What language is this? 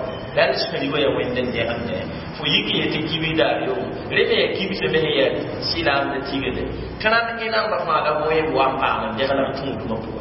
Mossi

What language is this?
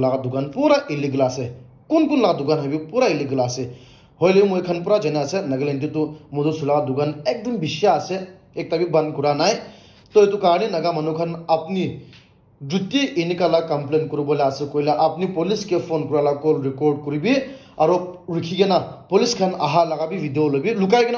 Naga Pidgin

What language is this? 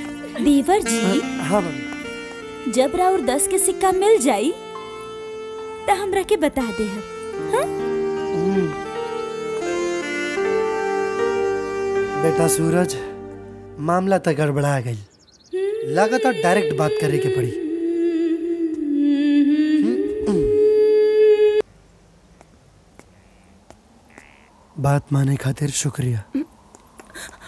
Bhojpuri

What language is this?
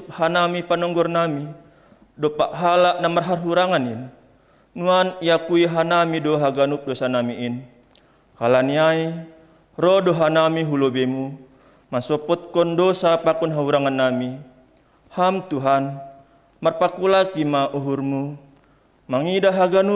Batak Simalungun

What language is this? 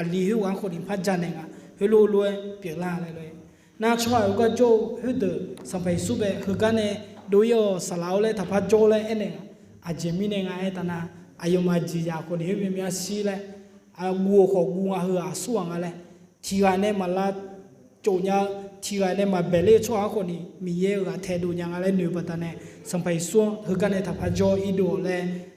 Akha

